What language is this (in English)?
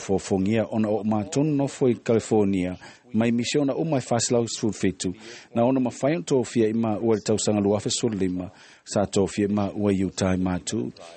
Samoan